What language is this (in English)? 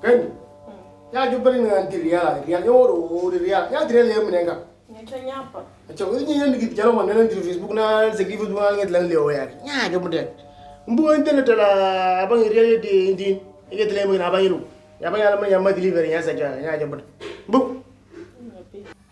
Moro